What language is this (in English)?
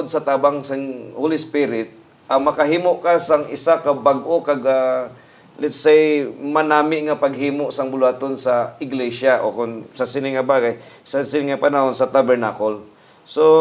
Hiligaynon